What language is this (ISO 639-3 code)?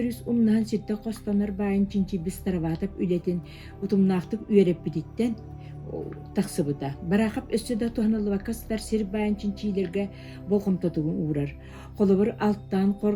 sah